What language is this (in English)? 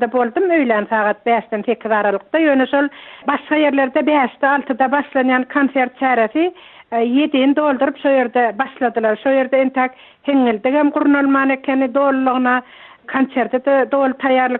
Turkmen